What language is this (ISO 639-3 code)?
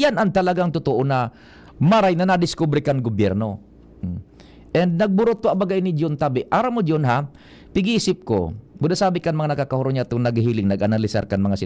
bik